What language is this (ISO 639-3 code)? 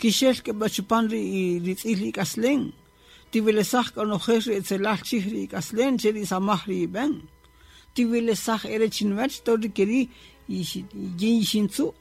cak